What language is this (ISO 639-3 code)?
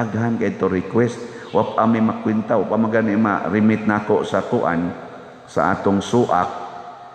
ceb